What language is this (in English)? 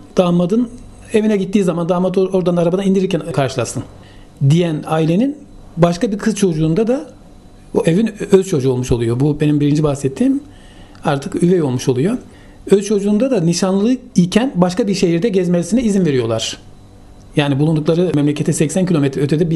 Turkish